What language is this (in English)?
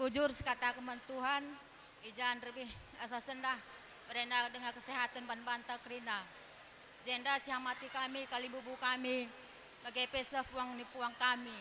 Batak Karo